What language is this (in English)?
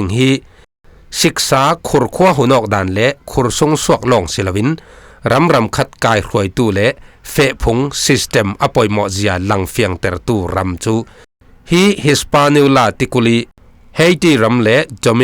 Falam Chin